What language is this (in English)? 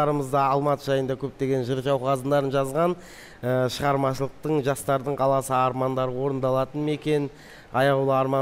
Kazakh